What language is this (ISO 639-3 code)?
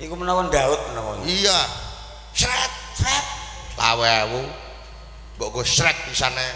jav